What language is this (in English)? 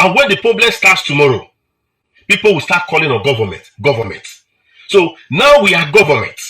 Nigerian Pidgin